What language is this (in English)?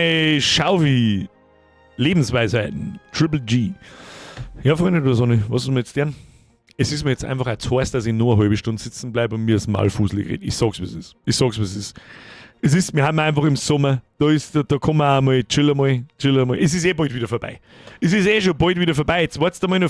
Bavarian